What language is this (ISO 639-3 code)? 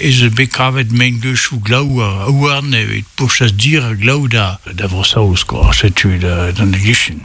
bre